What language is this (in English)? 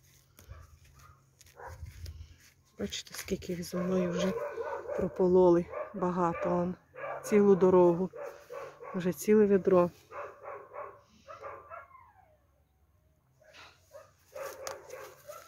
Ukrainian